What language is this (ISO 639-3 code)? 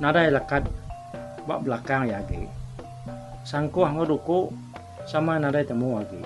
iba